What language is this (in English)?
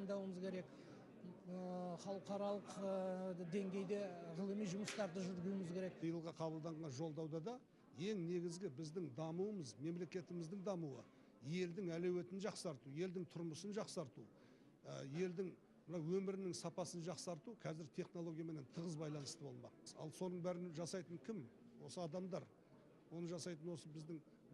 Kazakh